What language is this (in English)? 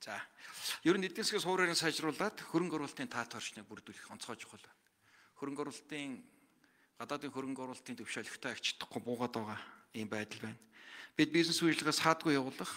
Mongolian